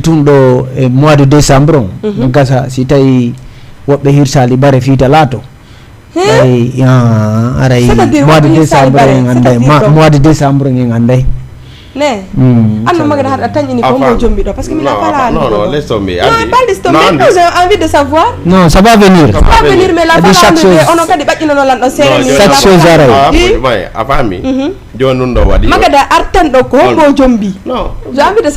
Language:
Fula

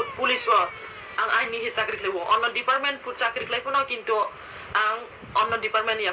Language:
Kok Borok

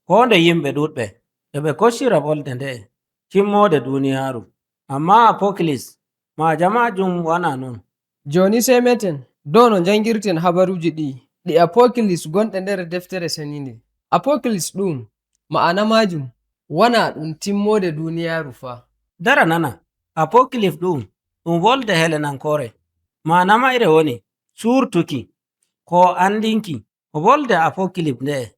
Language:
Nigerian Fulfulde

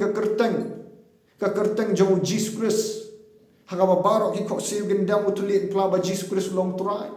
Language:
Khasi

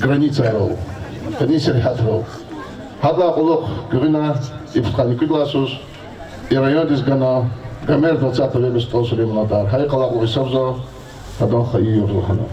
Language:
Lezghian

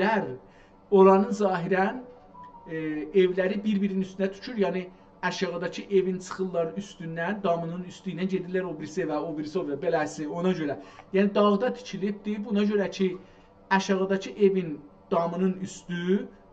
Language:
South Azerbaijani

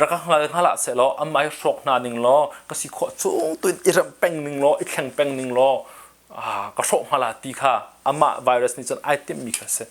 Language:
Hakha Chin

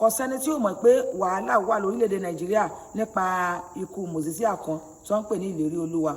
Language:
Yoruba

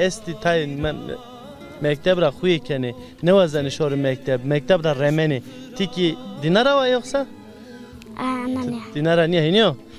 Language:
Zaza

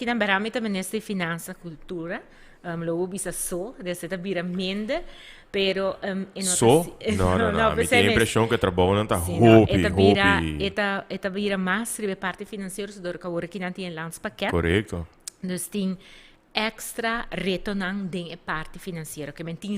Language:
Papiamento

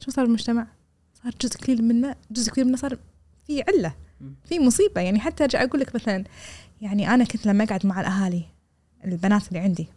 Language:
Gulf Arabic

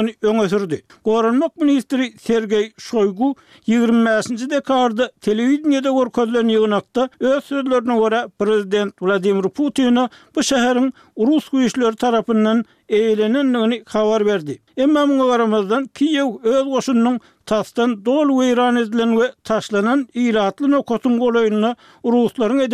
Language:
Turkmen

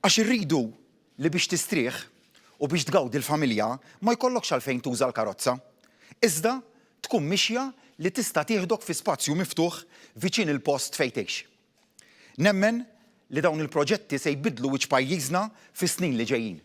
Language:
Maltese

